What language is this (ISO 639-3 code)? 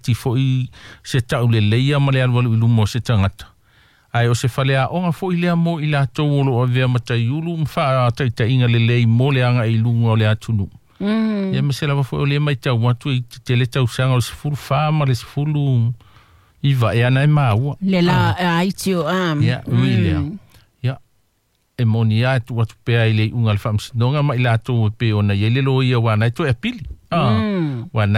smo